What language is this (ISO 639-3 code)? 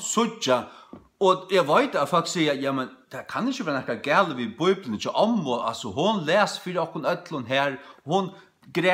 fao